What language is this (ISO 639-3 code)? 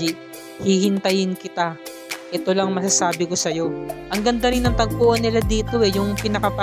fil